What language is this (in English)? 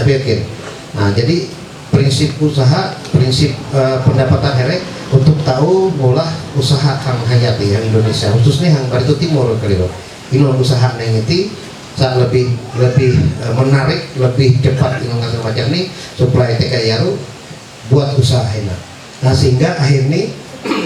Ma'anyan